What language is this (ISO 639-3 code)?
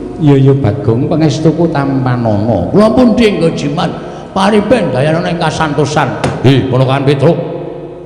jav